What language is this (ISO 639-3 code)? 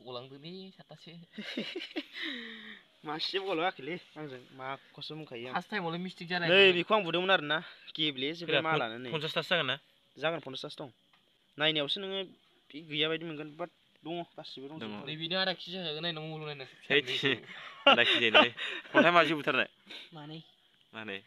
brx